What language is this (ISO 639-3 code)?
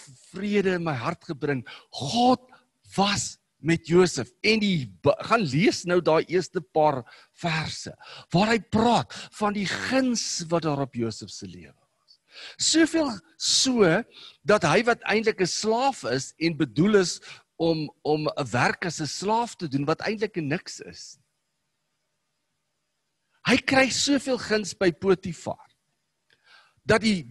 afr